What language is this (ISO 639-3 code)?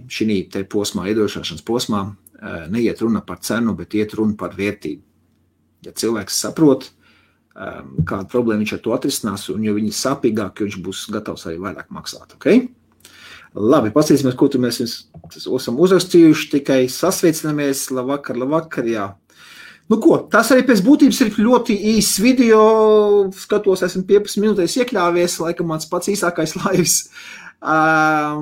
lav